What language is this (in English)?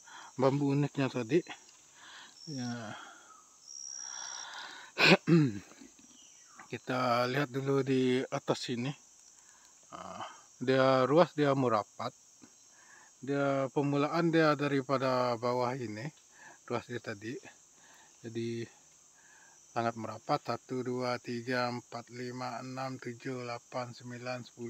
Malay